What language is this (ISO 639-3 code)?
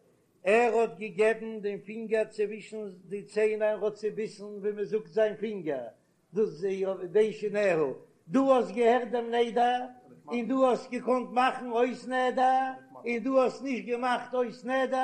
yid